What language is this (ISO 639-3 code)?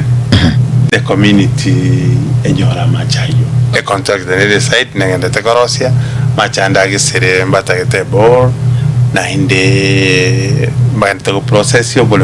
guz